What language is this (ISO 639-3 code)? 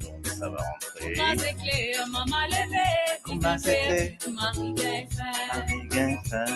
mfe